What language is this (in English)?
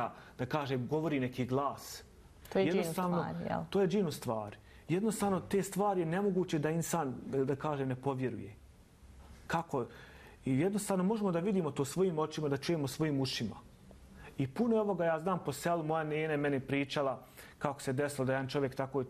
Bosnian